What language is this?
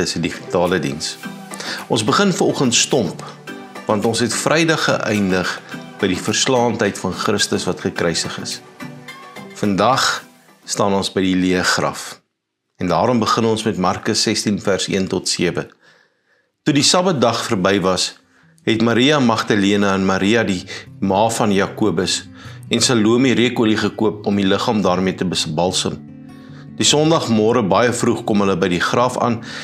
Afrikaans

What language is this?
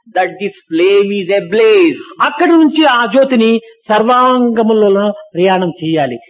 Telugu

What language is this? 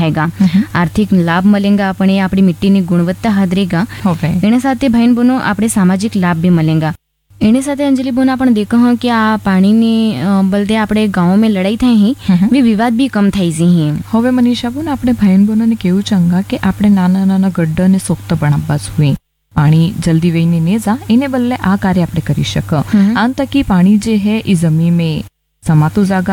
Gujarati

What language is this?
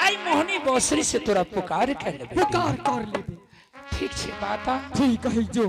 Angika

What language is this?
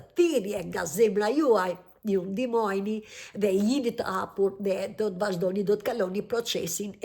Albanian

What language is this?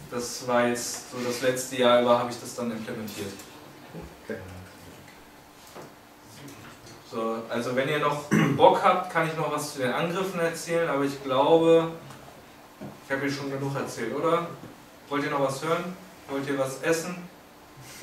German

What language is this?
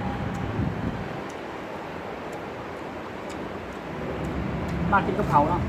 Lao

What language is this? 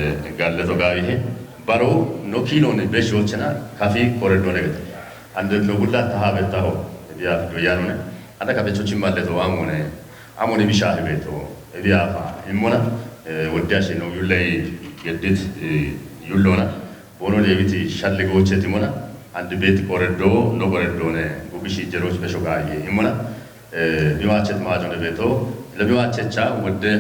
Kafa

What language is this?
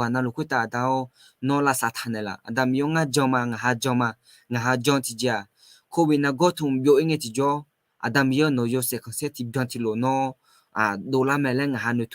Akha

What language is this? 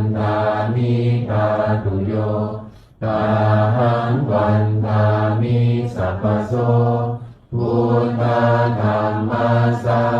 Pali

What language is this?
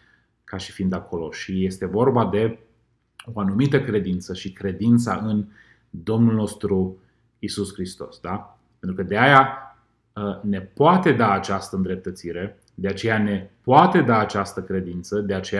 Romanian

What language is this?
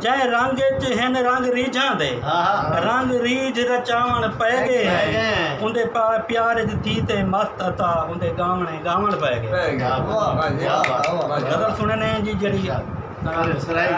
Saraiki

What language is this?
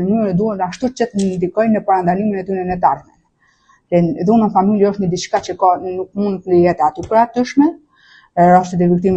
Albanian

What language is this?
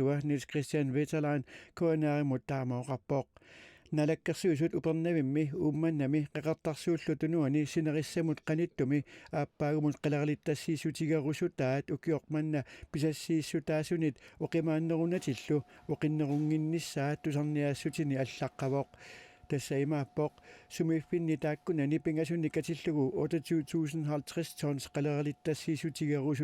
Kalaallisut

